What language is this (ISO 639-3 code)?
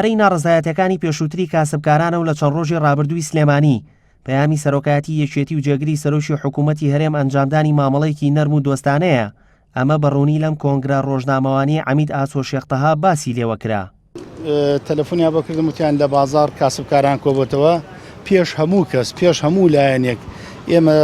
ckb